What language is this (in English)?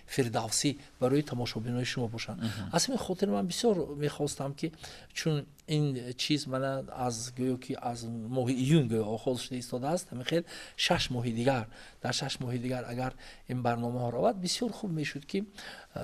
Tajik